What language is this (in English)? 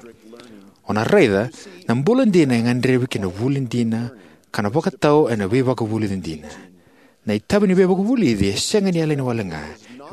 Fijian